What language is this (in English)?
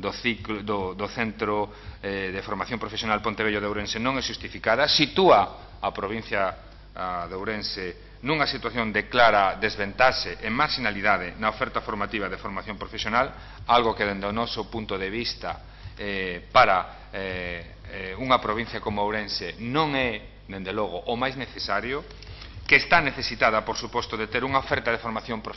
Galician